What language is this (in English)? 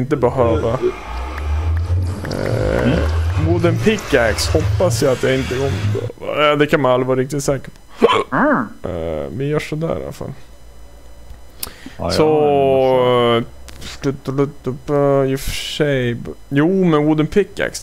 Swedish